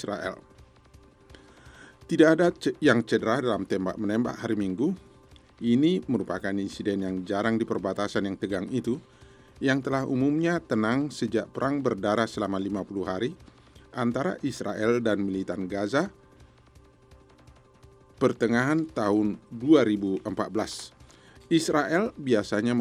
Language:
Indonesian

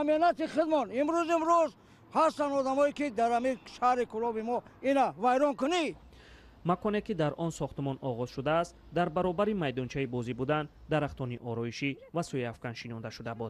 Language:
Tajik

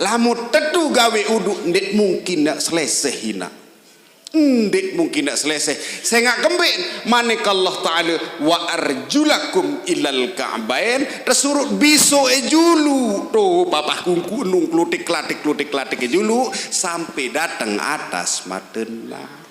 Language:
Sasak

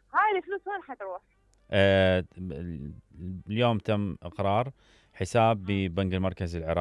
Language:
Mesopotamian Arabic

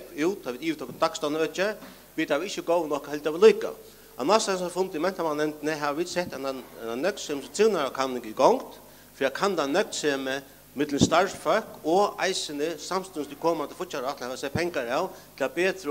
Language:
Faroese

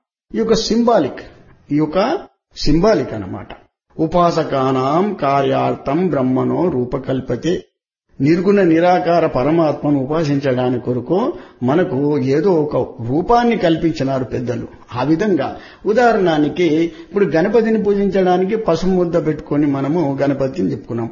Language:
Telugu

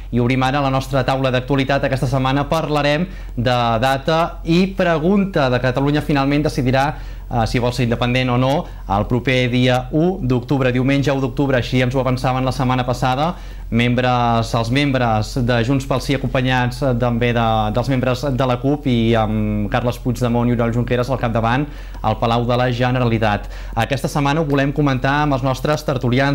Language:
Catalan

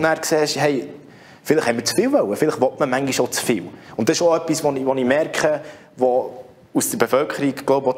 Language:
German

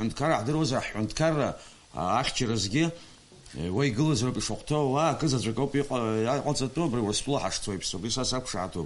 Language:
Abkhazian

